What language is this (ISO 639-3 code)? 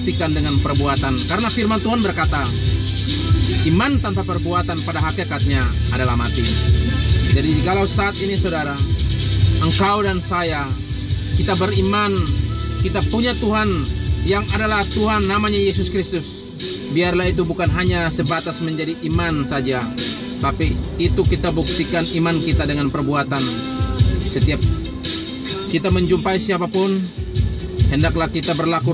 ind